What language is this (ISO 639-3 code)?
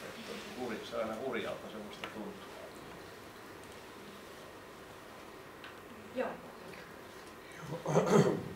fin